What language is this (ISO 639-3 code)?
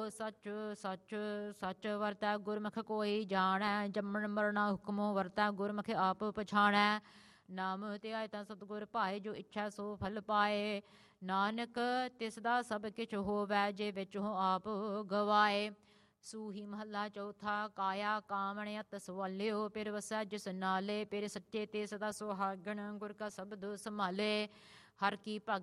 pan